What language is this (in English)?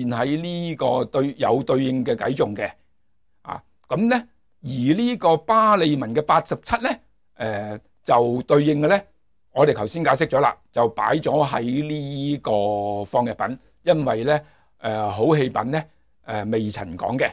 Cantonese